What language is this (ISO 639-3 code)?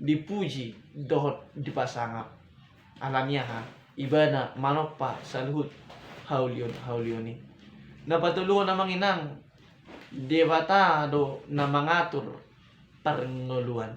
bbc